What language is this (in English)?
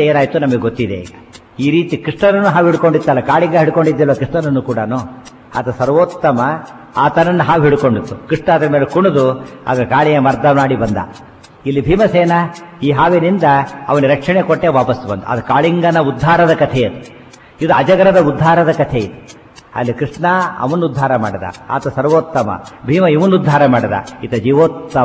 Kannada